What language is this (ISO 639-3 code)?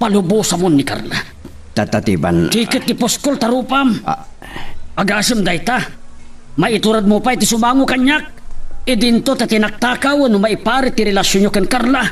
ilo